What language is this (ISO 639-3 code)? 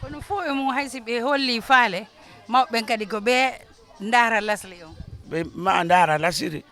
ful